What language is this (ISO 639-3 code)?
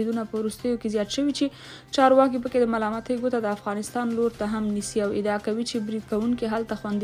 pus